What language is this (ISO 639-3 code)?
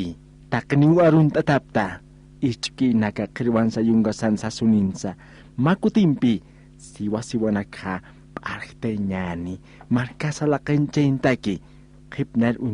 aym